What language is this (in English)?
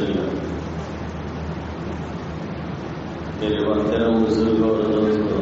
Urdu